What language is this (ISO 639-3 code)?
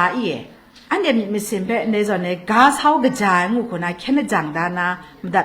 kac